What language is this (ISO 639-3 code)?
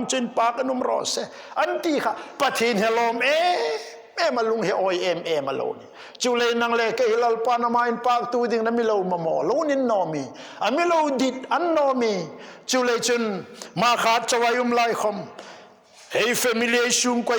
hmr